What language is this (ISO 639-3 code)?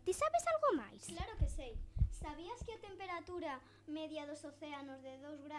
glg